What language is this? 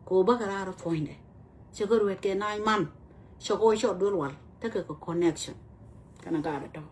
Nuer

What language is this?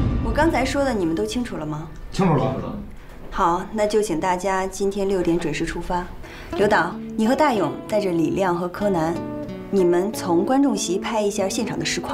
Chinese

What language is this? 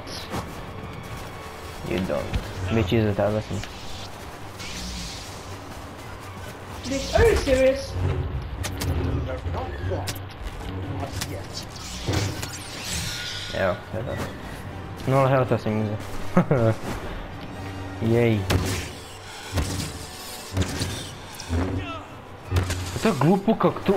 Croatian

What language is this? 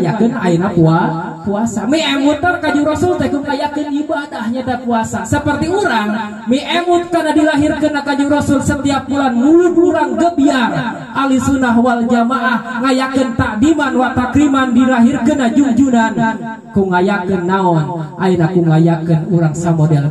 Sundanese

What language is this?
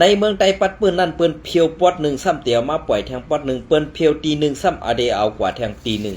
Shan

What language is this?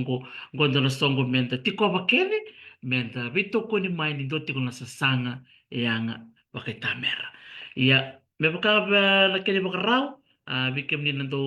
Fijian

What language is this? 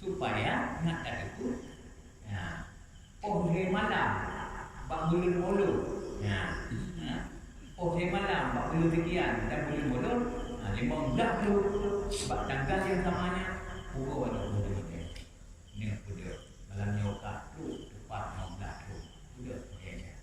Achinese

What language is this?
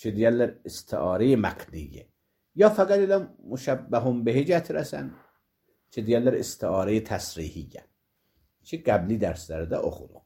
Azerbaijani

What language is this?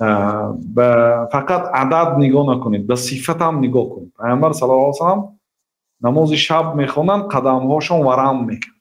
Tajik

